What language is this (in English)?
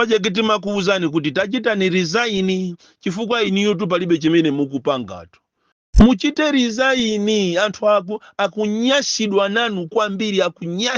Nyanja